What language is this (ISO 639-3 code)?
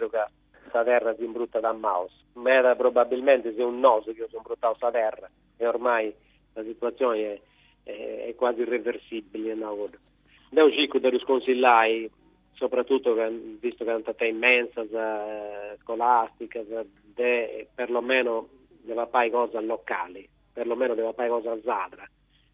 srd